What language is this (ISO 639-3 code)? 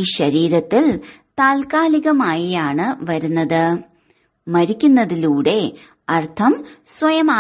mal